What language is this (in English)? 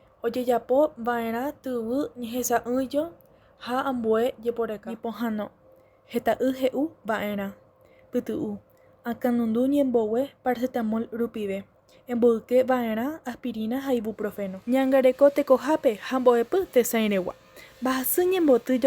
Guarani